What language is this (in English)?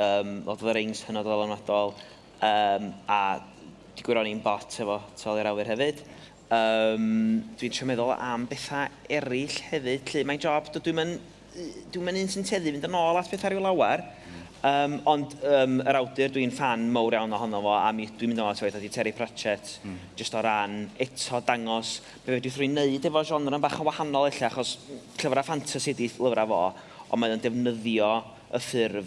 Welsh